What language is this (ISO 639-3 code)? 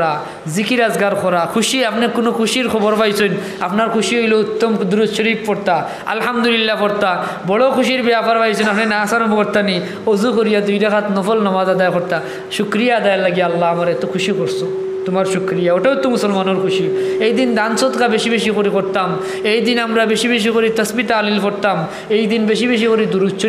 syl